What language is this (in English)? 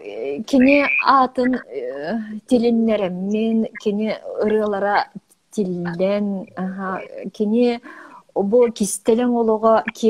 Yakut